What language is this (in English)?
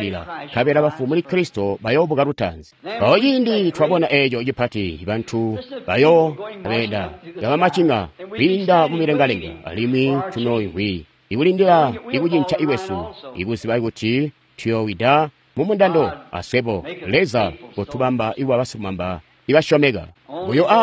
Tonga (Zambia)